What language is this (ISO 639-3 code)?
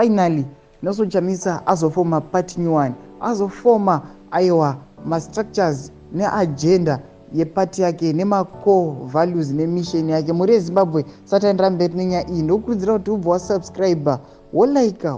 sna